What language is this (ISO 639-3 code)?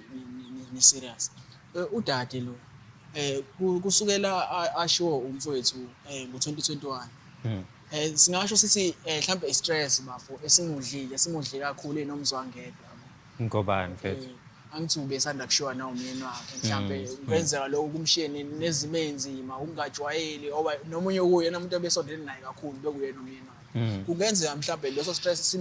zul